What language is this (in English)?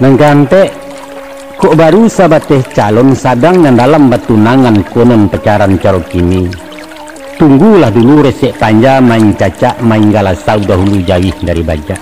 Minangkabau